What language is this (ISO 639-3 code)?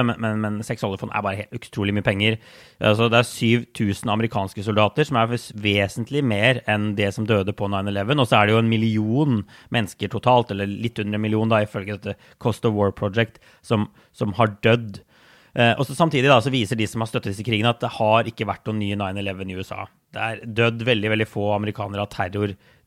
nor